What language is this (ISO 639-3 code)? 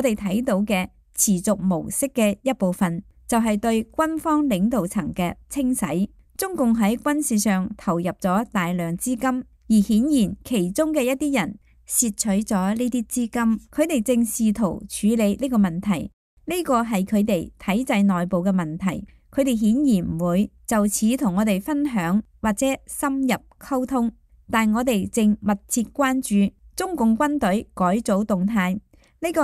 yue